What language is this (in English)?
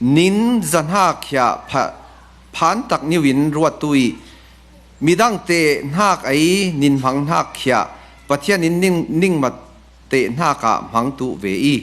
Falam Chin